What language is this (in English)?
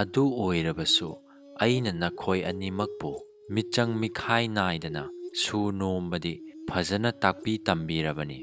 Manipuri